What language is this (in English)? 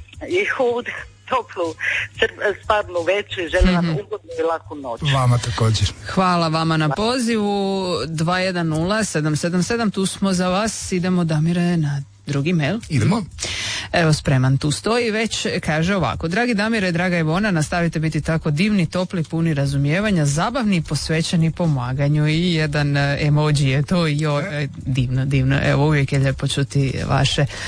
Croatian